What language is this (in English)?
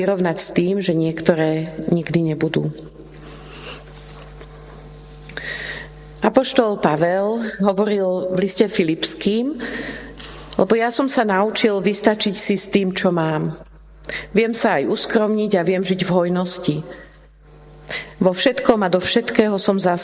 Slovak